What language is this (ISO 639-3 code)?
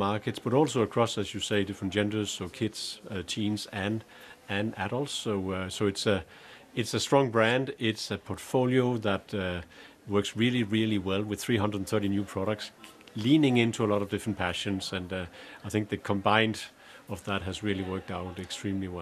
eng